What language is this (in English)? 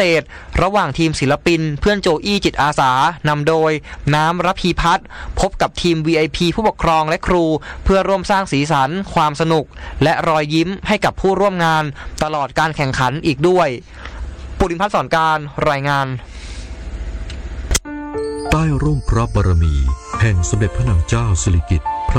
Thai